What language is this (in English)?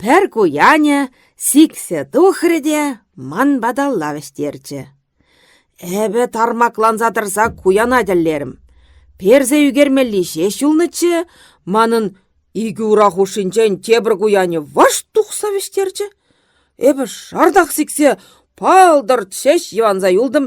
Chuvash